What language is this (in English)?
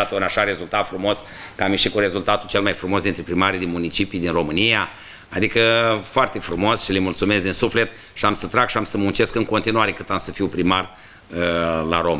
Romanian